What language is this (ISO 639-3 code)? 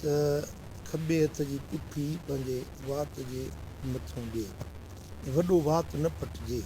snd